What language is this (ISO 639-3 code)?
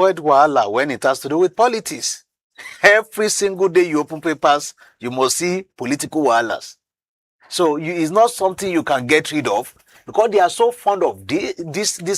pcm